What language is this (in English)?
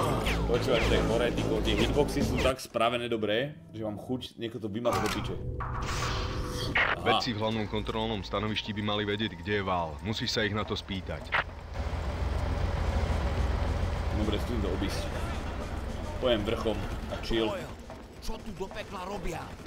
Slovak